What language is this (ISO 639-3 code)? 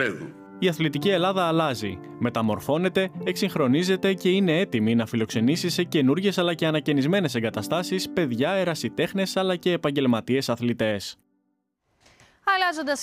ell